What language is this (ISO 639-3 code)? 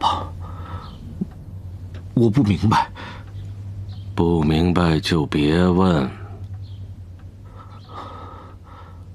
zho